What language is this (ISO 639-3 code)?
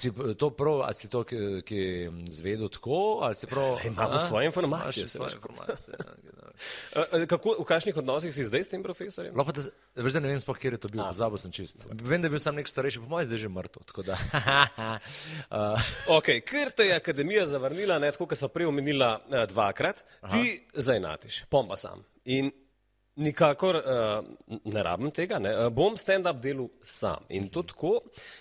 slv